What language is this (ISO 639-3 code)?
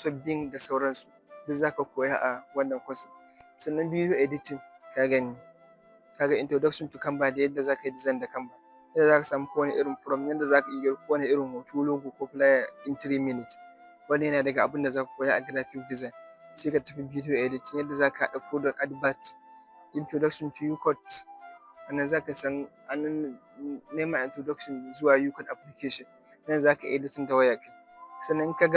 hau